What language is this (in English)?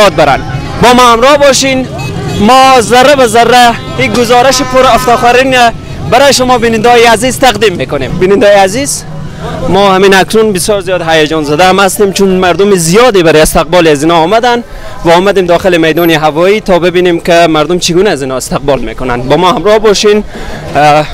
Persian